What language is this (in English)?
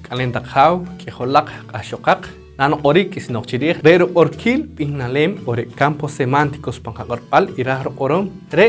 Poqomchi'